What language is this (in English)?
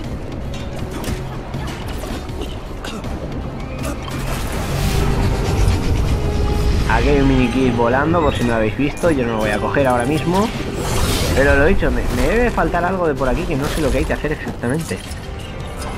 Spanish